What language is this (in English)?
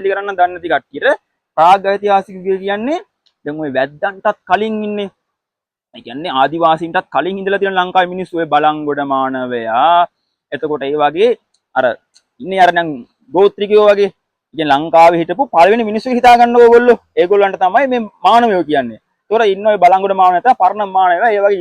Sinhala